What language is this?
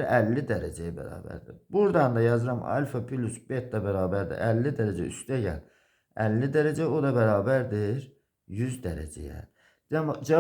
Azerbaijani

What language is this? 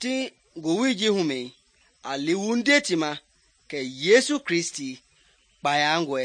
Mende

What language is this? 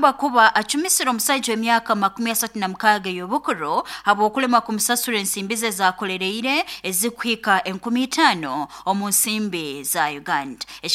Nyoro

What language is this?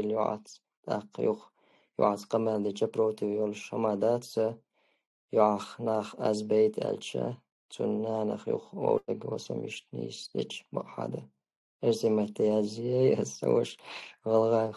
Chechen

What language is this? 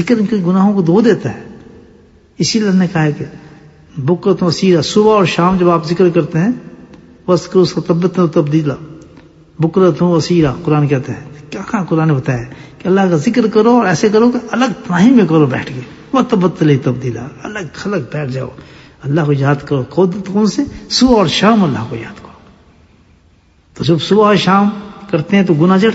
Urdu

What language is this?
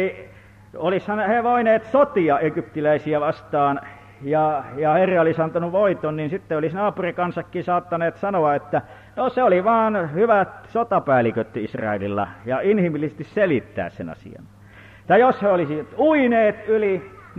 Finnish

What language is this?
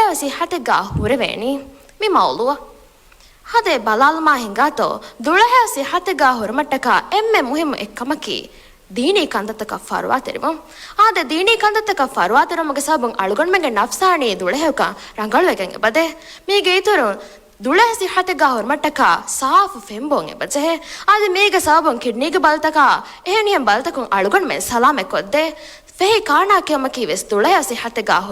Divehi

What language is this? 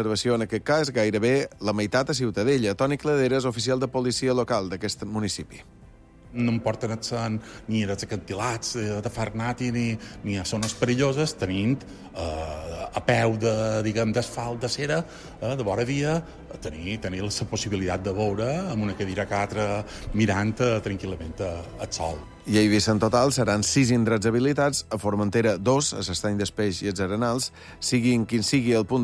Catalan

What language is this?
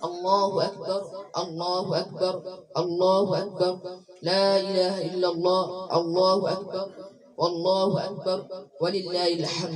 Hausa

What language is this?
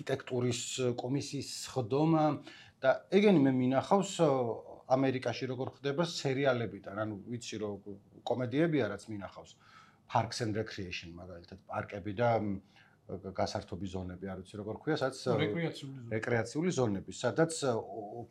Georgian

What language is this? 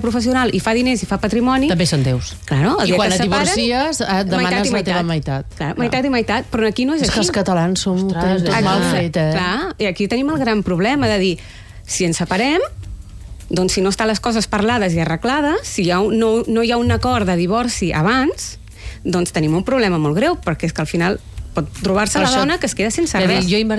Catalan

